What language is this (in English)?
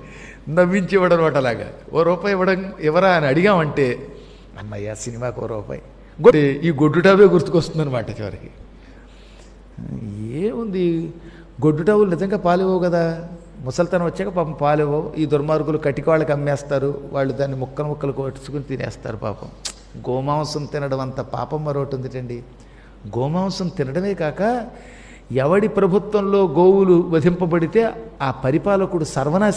Telugu